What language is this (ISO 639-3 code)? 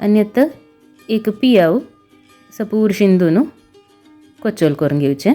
kok